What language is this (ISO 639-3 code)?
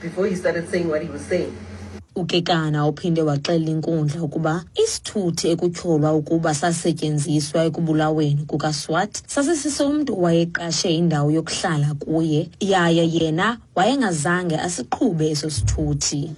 xho